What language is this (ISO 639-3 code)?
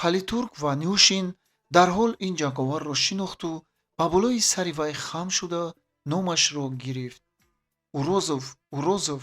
tgk